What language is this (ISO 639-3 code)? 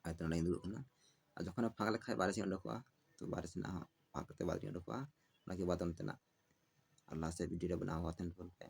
sat